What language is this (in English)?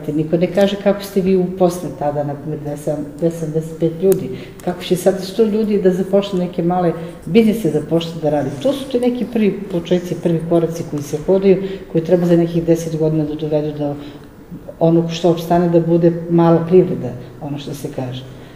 Serbian